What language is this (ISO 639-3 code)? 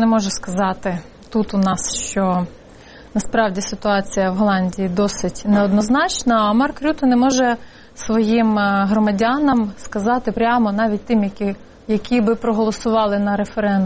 ukr